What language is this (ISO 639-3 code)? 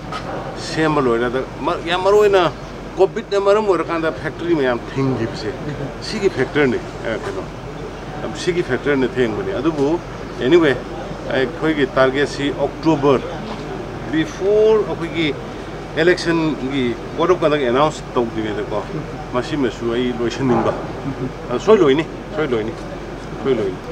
mni